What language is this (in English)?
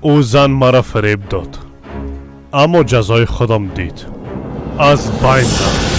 Persian